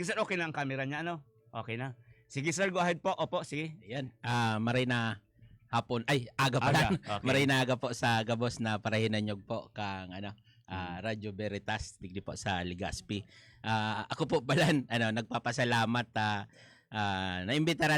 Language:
Bikol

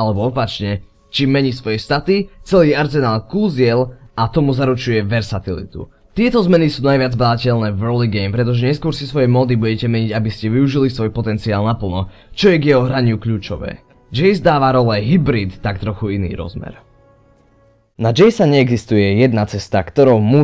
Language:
Slovak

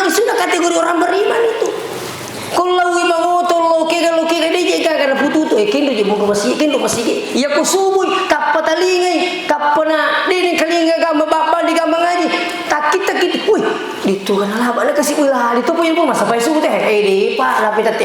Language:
Buginese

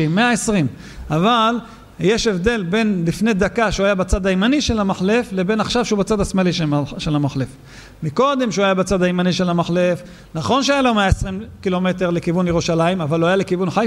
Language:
Hebrew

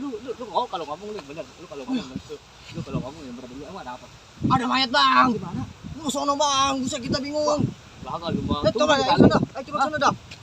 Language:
Betawi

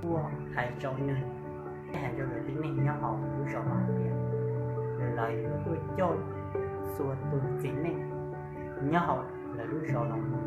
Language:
Hmong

